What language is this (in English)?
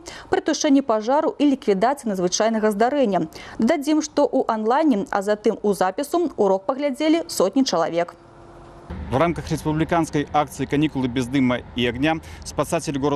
Belarusian